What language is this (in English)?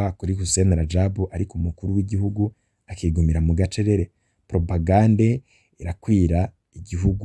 Rundi